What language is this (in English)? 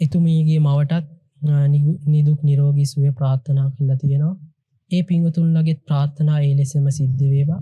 Sinhala